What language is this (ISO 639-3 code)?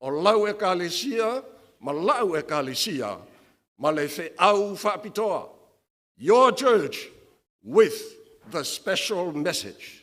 smo